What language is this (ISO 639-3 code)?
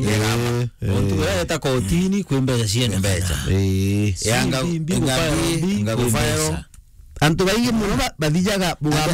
mer